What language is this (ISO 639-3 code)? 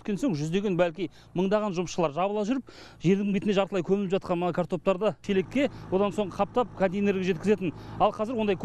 kaz